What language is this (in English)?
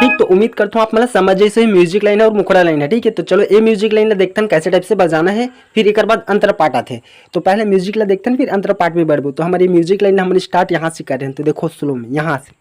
Chhattisgarhi